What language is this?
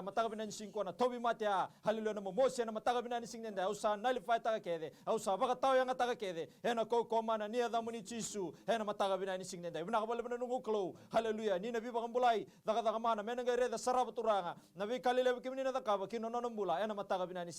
Fijian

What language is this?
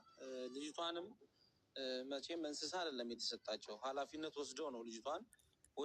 Amharic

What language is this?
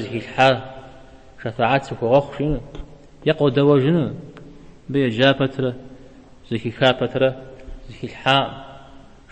Kabardian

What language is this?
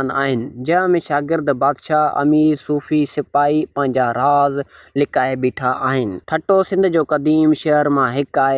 Sindhi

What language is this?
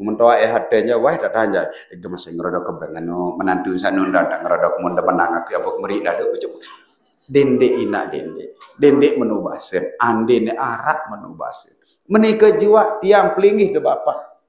Sasak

